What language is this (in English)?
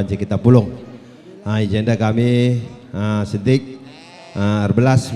Batak Karo